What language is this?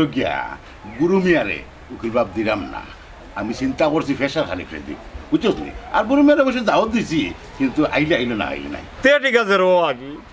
Sylheti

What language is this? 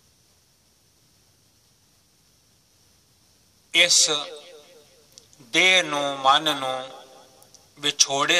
Punjabi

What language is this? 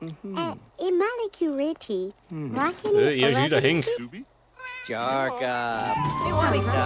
Bavarian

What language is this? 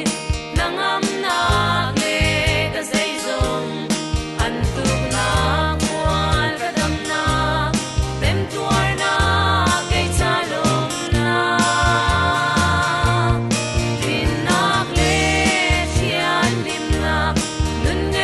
Falam Chin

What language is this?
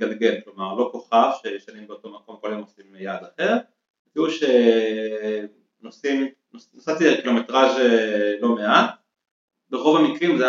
Hebrew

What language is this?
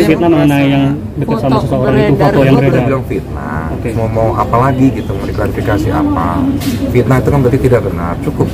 Indonesian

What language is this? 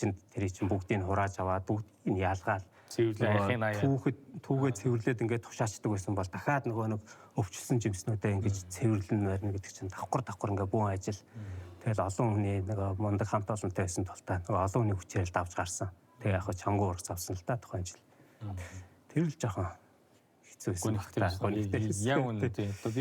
Mongolian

